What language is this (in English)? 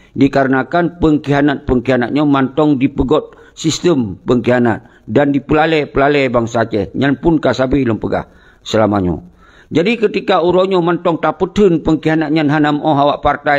Achinese